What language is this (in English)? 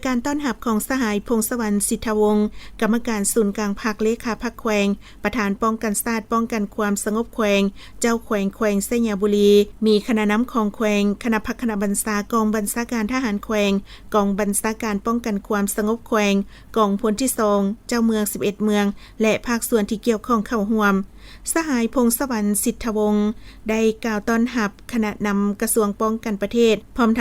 Lao